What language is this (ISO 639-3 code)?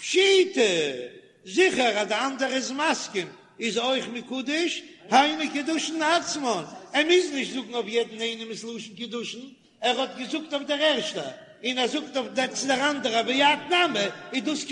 yid